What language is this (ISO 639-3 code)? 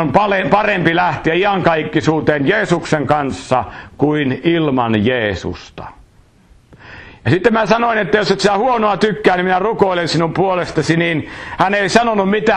fin